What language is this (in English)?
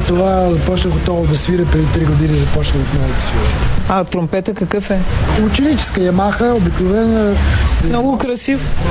Bulgarian